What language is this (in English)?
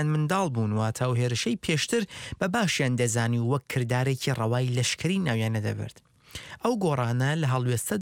Central Kurdish